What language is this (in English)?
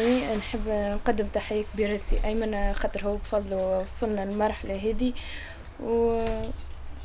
Tunisian Arabic